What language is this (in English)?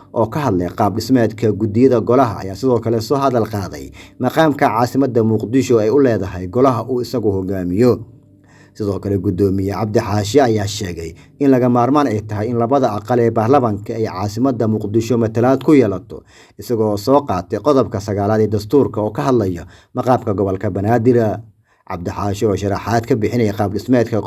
Somali